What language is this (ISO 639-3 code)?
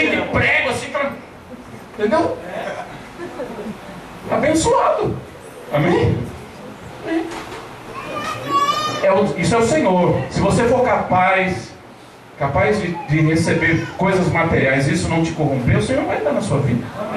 por